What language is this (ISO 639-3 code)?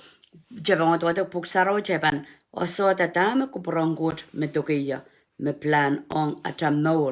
pon